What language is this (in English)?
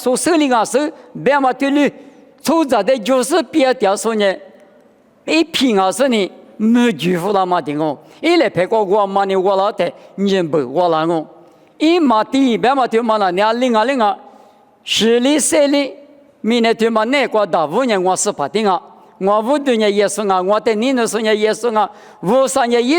Lisu